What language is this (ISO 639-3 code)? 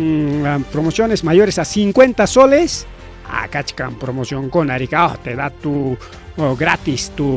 quy